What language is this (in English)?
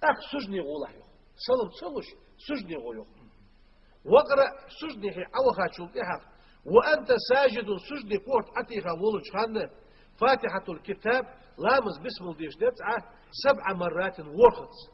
Ingush